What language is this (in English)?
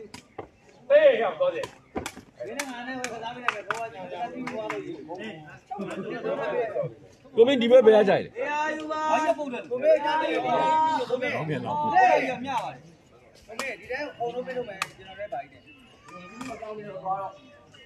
Burmese